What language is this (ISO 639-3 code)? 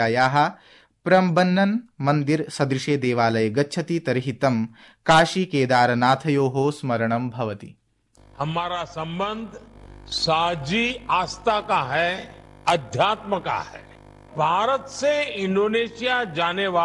san